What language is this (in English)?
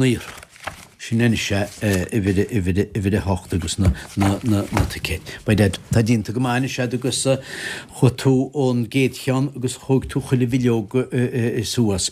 Irish